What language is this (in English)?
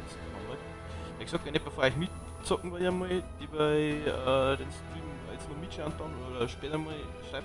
Bavarian